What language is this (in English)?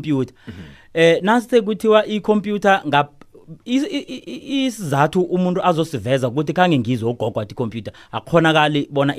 South Ndebele